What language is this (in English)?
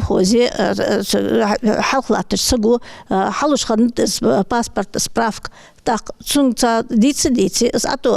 Ingush